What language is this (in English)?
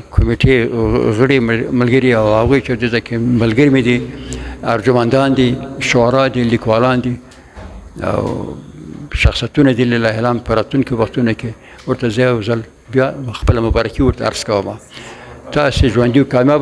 Pashto